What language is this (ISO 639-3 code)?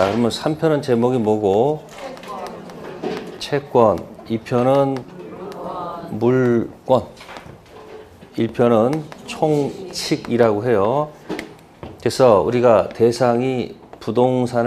kor